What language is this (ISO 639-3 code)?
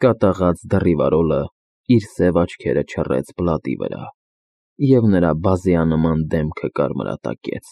hye